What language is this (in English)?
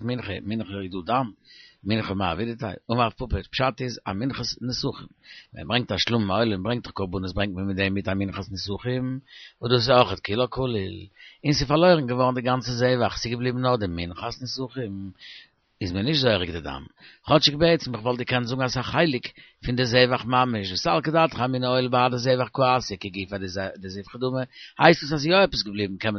Yiddish